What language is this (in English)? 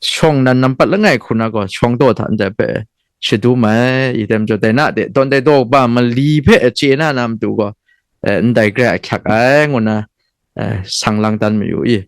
Kachin